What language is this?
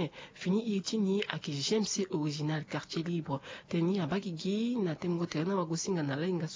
Sango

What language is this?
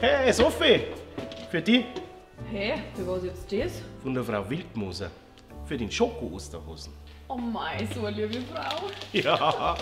Bavarian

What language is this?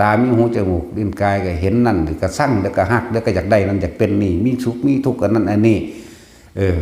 Northeastern Thai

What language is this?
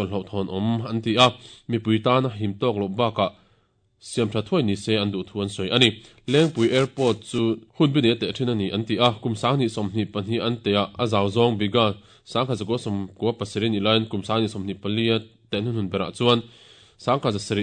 Mizo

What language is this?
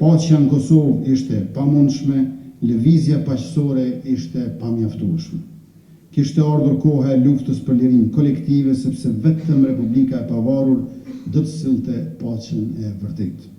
Albanian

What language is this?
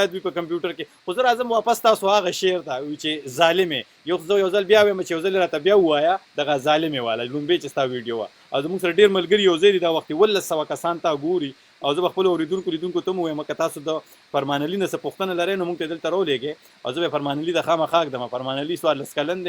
Pashto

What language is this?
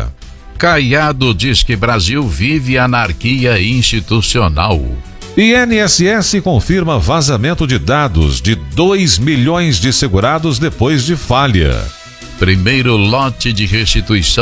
Portuguese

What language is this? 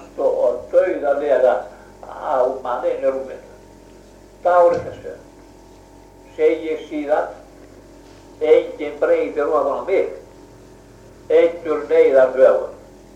Icelandic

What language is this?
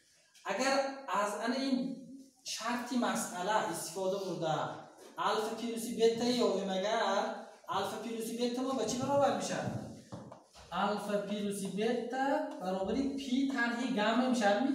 Tajik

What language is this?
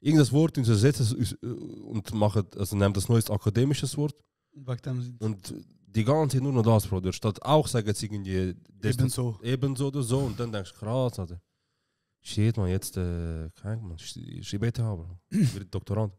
Swiss German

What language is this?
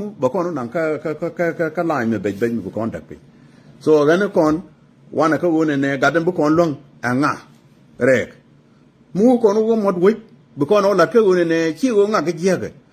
Nuer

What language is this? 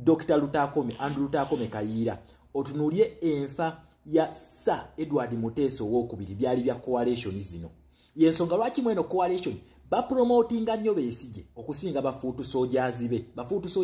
Ganda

